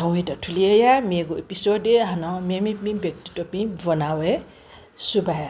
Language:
Newari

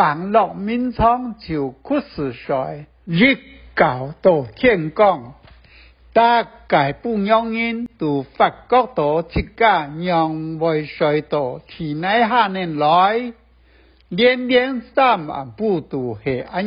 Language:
Hakka Chinese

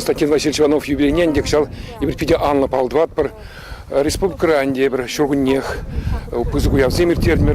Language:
Chuvash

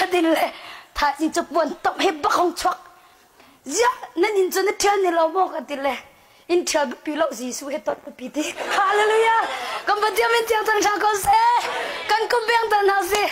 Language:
Hakha Chin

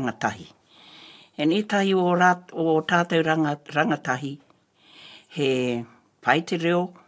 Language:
Māori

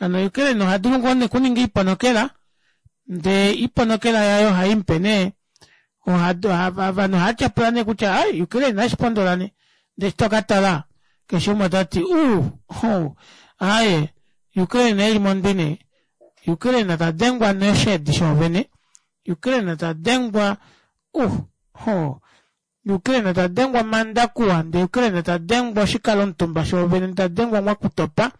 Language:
Kuanyama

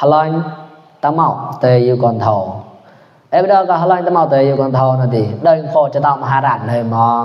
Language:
Mon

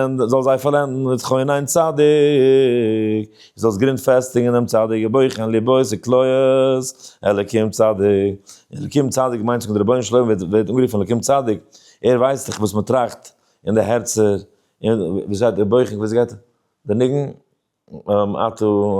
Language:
Yiddish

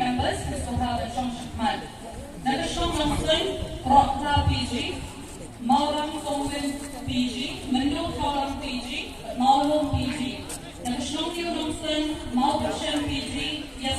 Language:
Khasi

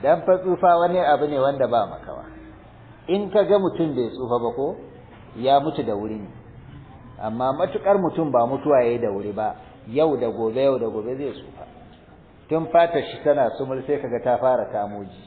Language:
Hausa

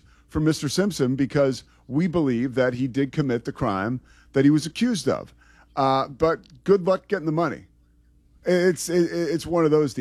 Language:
English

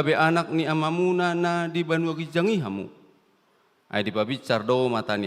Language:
Batak Toba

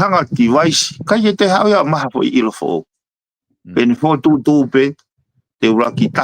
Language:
Tongan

